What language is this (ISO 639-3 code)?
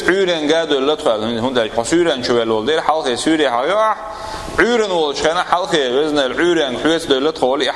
che